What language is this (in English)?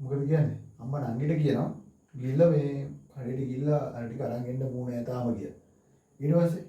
Sinhala